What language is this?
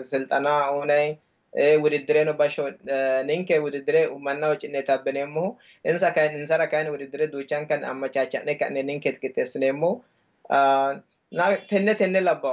Sidamo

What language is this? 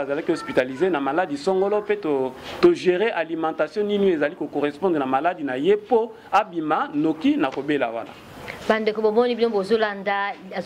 Lingala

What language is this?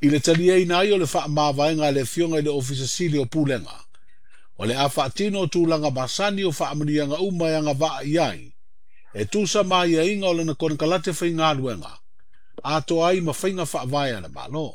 Samoan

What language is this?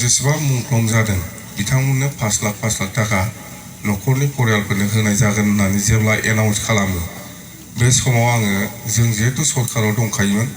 Bodo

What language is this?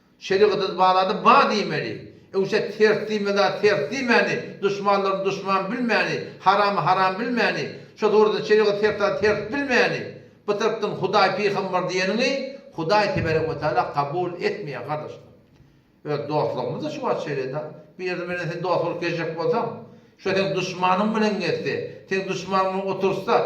Turkmen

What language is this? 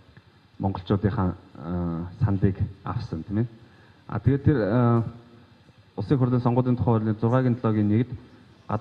Mongolian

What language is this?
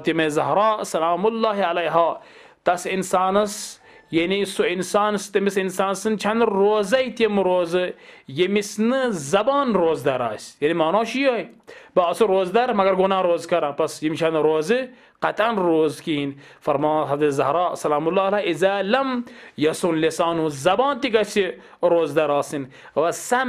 Kashmiri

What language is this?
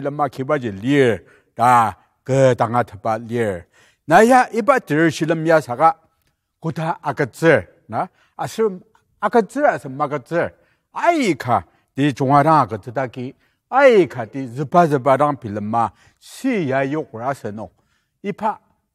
Ao Naga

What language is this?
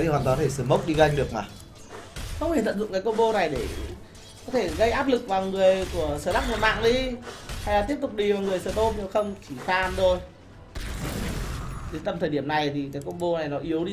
Vietnamese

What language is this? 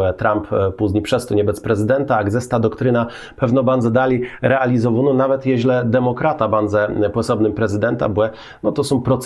Kashubian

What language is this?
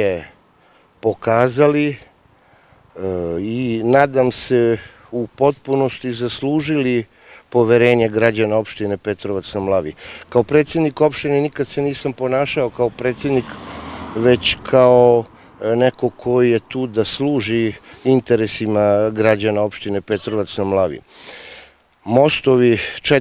Serbian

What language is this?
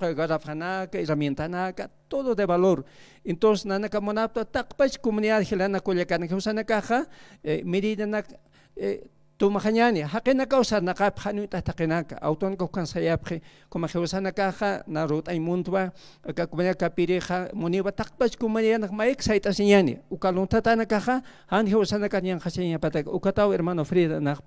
Aymara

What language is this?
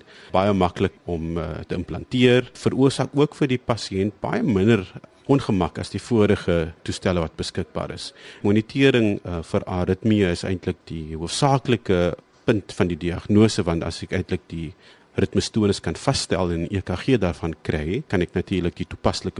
Afrikaans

